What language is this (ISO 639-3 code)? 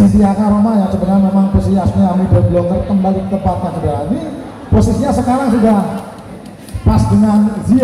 ind